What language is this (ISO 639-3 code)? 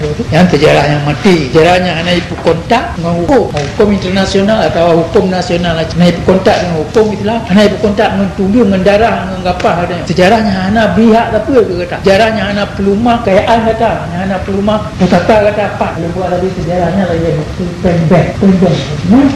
ace